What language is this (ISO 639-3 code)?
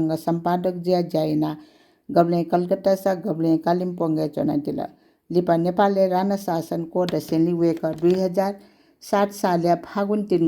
new